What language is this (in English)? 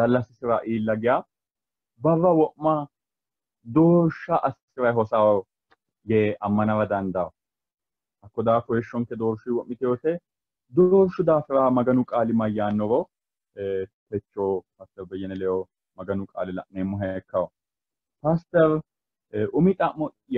Sidamo